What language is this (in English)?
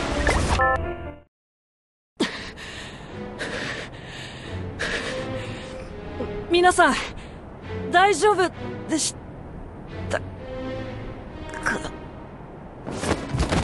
Japanese